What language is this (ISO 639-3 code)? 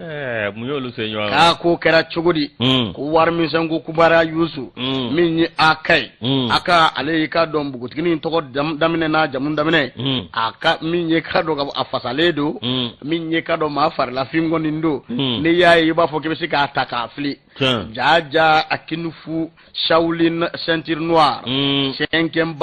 bam